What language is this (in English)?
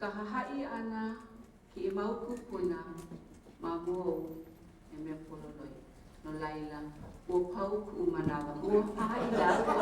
Hawaiian